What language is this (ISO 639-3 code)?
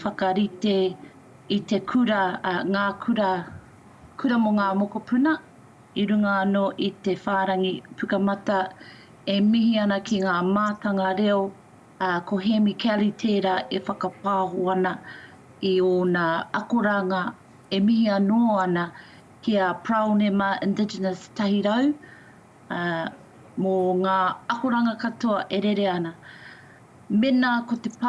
mri